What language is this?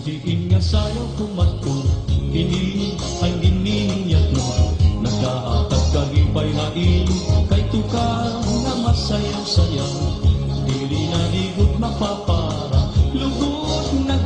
Waray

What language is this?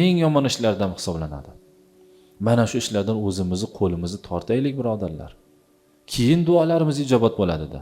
Uzbek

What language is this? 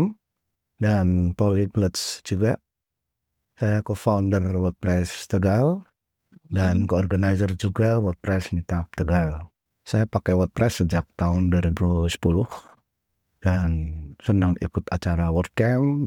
Indonesian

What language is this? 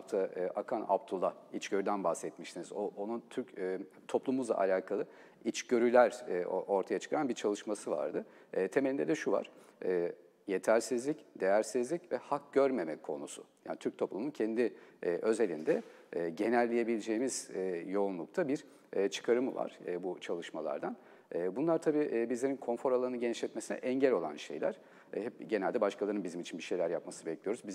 Turkish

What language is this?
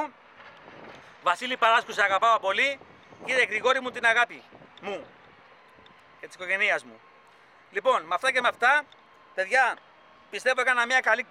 Greek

